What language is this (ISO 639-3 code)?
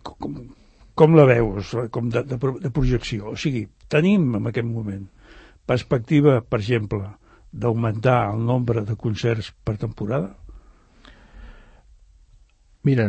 cat